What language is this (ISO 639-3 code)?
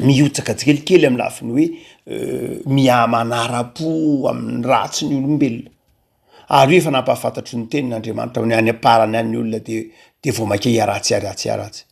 mlg